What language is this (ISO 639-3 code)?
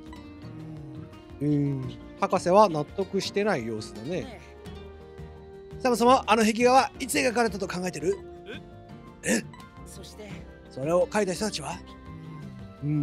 jpn